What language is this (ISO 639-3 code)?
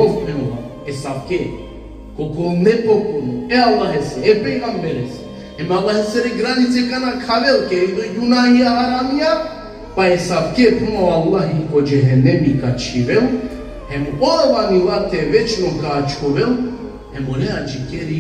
rmn